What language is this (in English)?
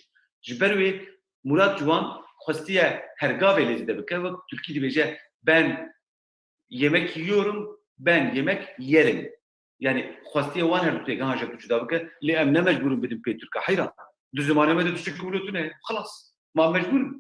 Kurdish